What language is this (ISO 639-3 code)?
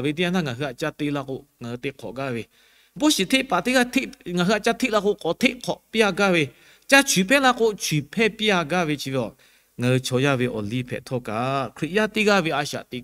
lhu